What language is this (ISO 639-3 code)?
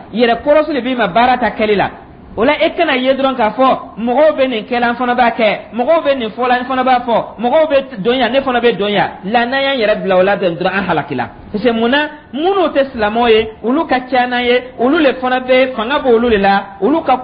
dyu